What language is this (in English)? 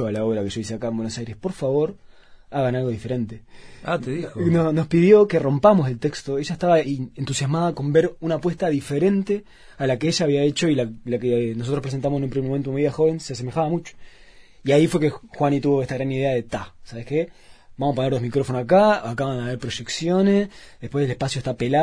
Spanish